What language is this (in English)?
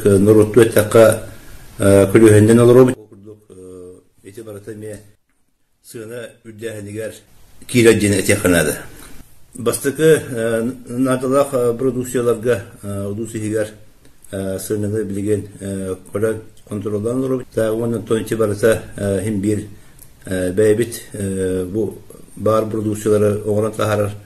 Yakut